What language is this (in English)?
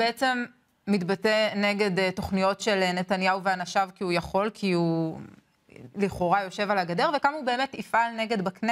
Hebrew